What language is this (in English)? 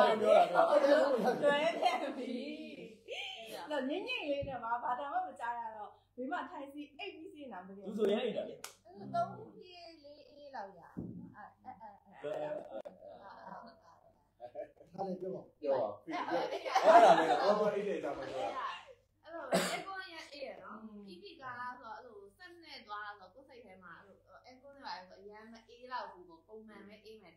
Burmese